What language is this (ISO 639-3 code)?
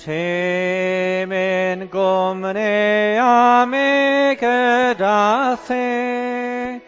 cym